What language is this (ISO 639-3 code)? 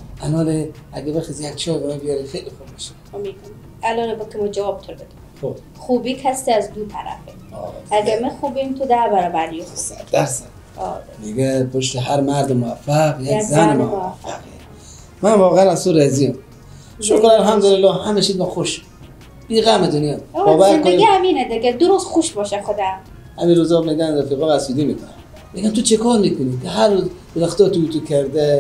fas